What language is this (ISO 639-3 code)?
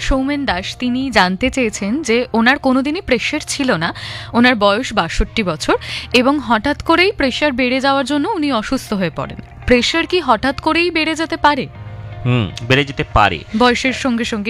ben